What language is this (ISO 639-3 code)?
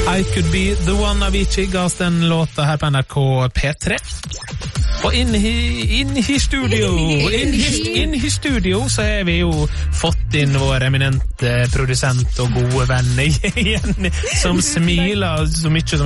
nor